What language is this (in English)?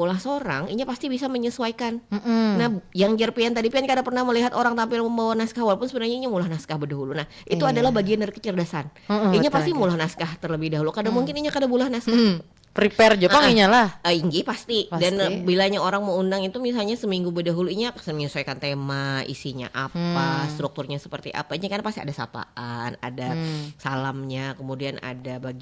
Banjar